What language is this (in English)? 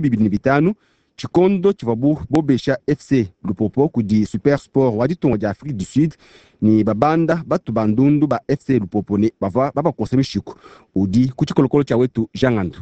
Luba-Lulua